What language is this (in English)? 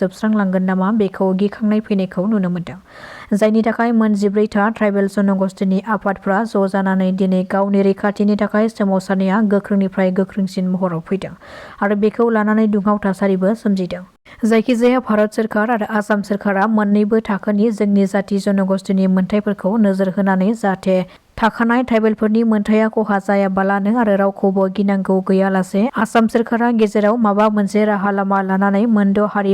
Bodo